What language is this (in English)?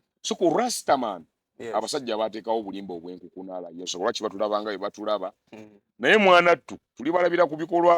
Ganda